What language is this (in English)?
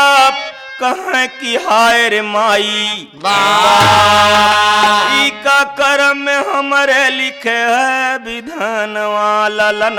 Bhojpuri